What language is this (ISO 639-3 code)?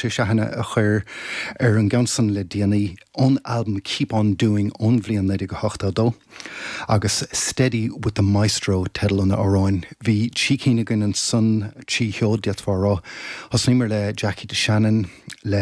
gle